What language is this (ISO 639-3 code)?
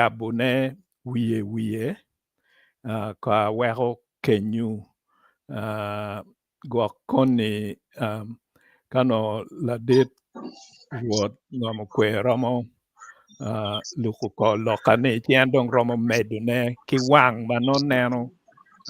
ach